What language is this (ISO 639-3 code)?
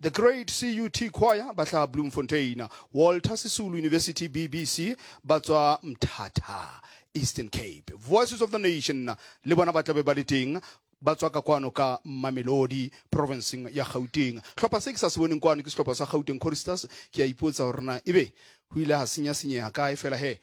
sot